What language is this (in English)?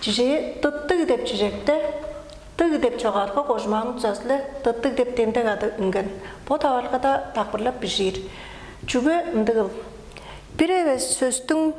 Tuvinian